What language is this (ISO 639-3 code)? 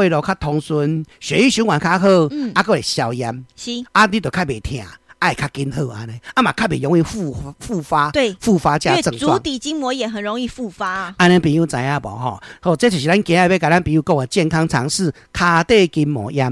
nan